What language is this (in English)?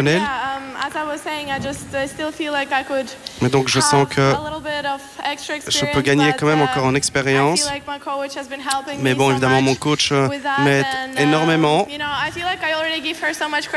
French